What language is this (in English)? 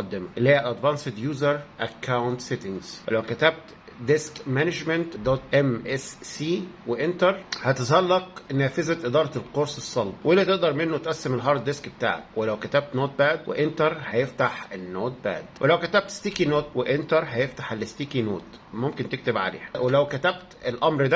Egyptian Arabic